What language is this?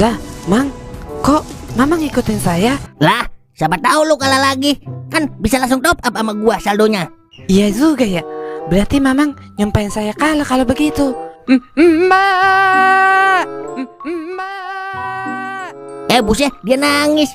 Betawi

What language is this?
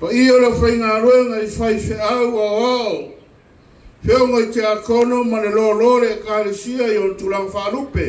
Samoan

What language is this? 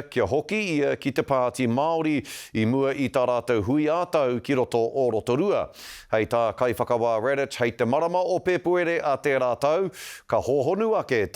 Māori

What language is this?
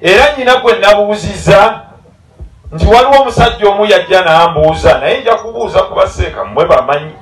Ganda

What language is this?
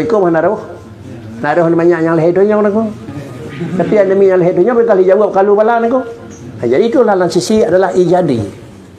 Achinese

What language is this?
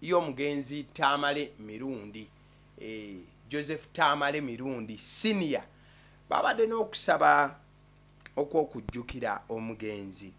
Ganda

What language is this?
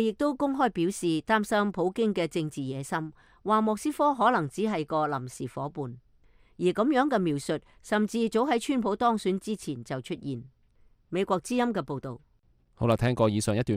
Cantonese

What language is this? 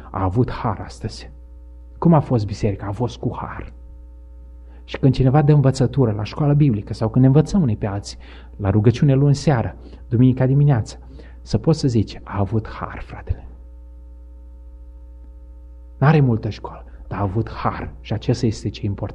Romanian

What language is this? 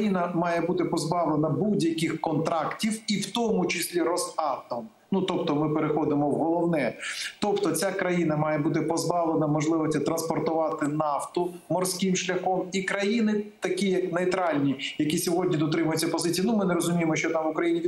Ukrainian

